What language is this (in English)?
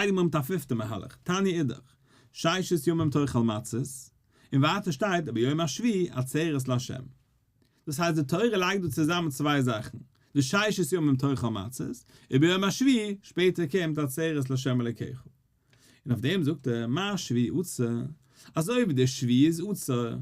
Yiddish